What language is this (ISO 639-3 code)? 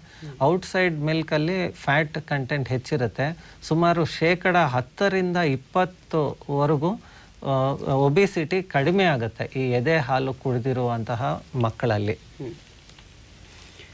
kan